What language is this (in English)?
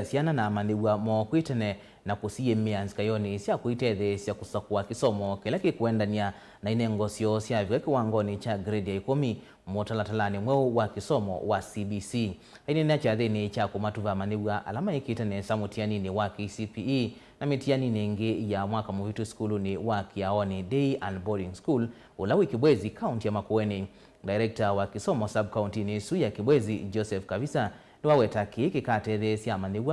Kamba